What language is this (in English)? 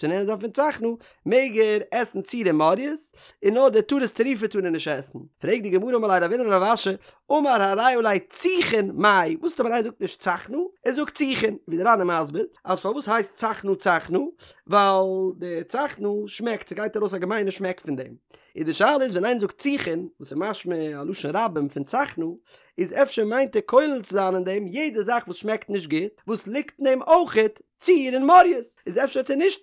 Yiddish